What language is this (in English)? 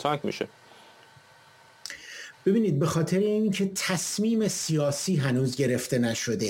Persian